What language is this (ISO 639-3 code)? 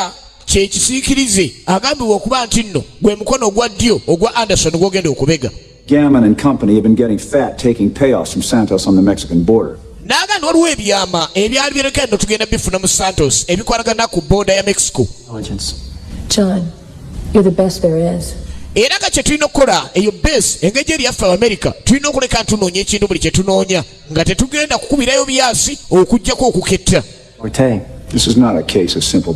lug